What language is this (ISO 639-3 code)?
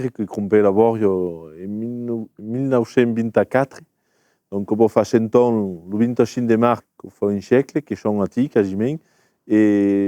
oci